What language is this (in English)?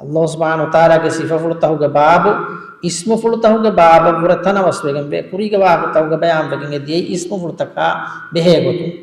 Divehi